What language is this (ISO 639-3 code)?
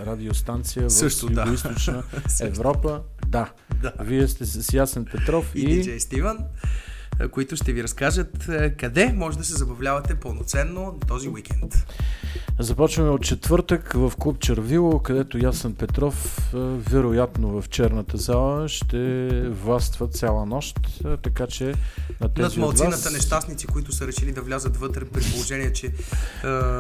bul